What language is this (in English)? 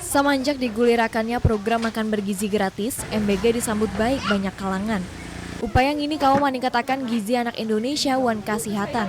Banjar